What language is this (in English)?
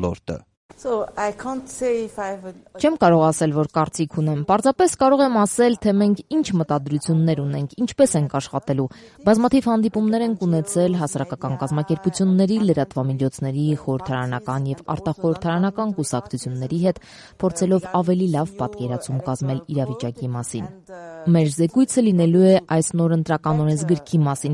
Armenian